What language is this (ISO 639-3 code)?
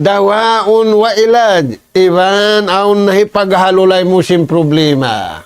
tsg